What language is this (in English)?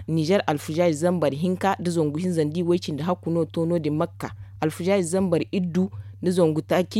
Zarma